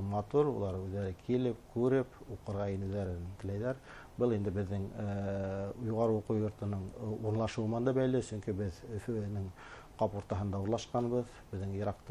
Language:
Bashkir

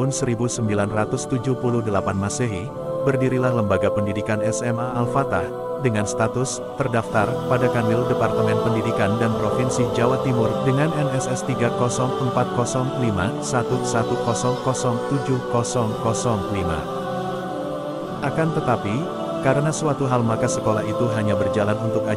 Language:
Indonesian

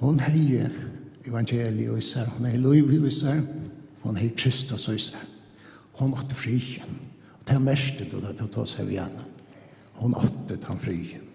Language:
Faroese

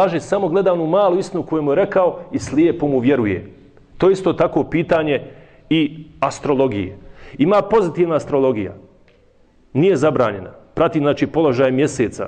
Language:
Bosnian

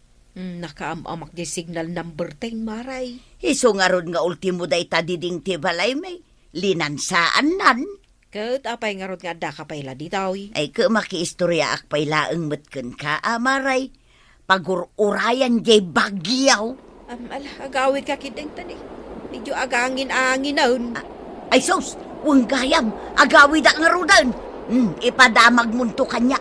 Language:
Iloko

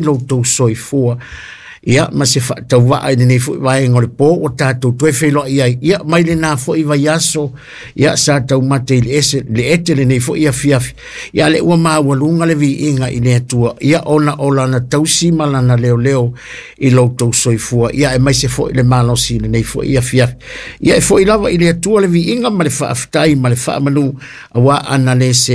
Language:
Samoan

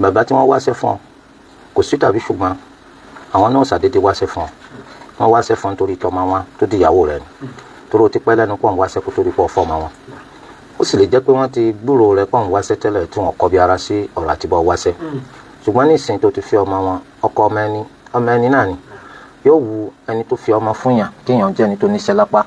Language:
Yoruba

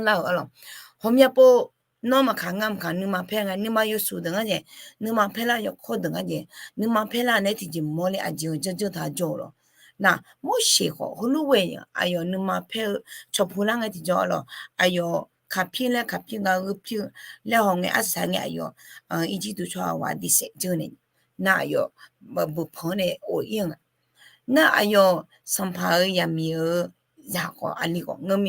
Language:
Akha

